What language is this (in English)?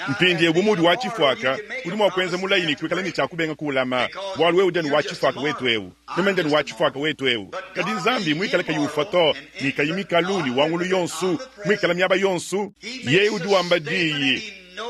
Luba-Lulua